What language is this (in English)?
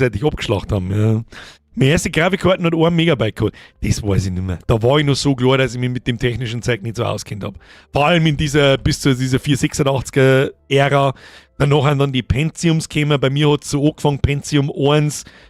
Bavarian